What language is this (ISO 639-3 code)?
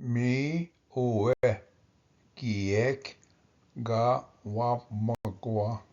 oji